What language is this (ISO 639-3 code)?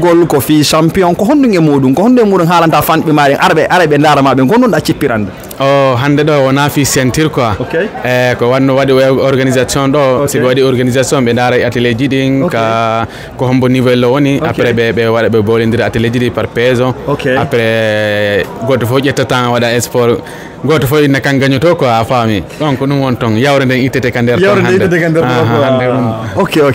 ful